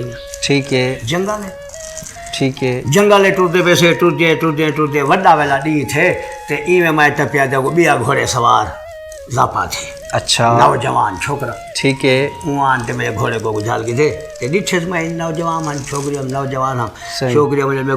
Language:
Saraiki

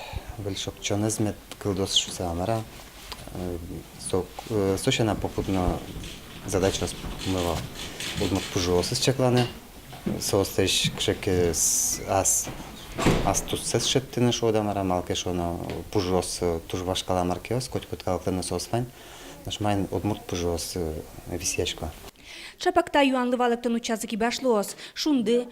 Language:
Udmurt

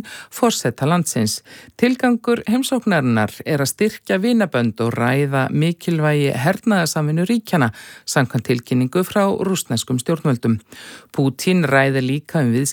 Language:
Icelandic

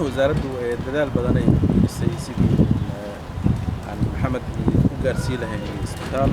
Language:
Somali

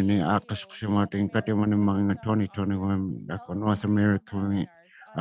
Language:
Inuktitut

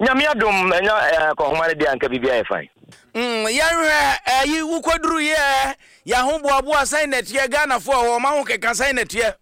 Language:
Akan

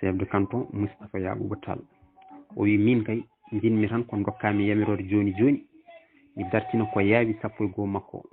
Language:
Fula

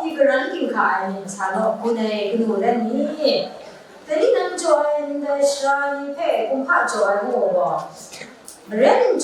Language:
Kachin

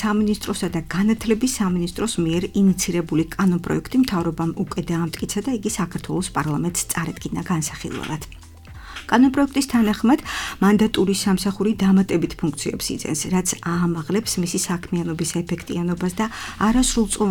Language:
Georgian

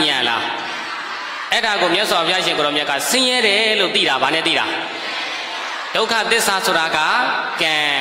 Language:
Burmese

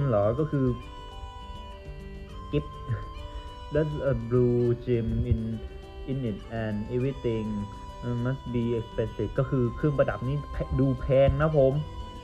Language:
Thai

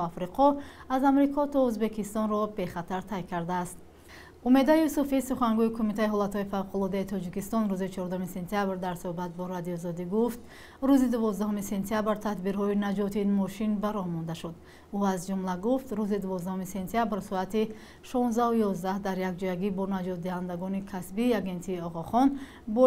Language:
Tajik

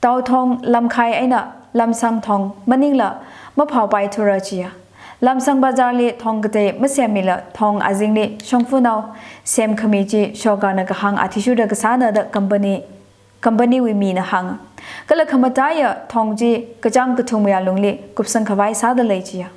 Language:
Tangkhul Naga (India)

